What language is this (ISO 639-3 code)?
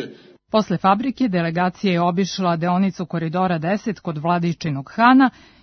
srp